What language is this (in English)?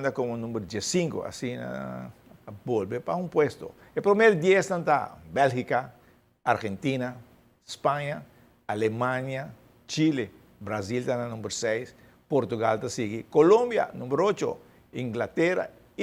Papiamento